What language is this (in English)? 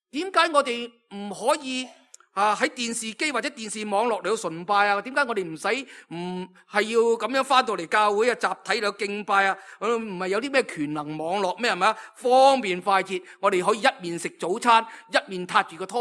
Cantonese